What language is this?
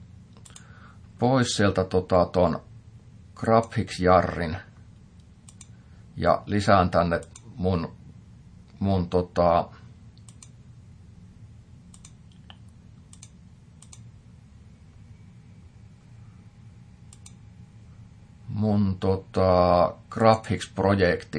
Finnish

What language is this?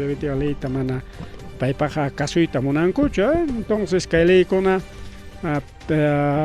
Ayacucho Quechua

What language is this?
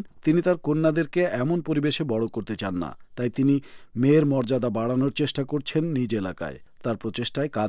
Bangla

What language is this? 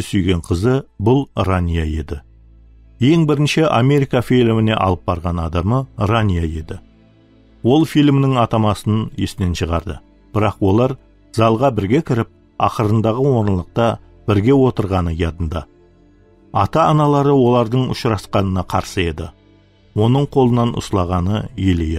Kara-Kalpak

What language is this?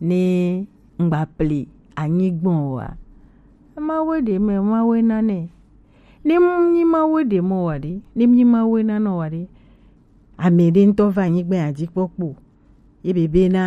Gen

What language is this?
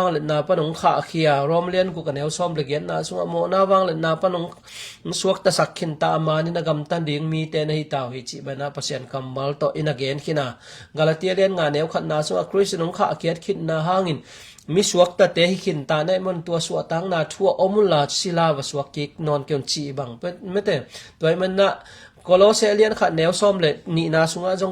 Tedim Chin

